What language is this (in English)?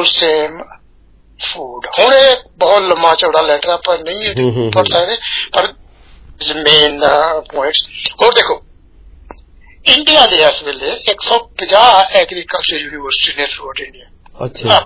Punjabi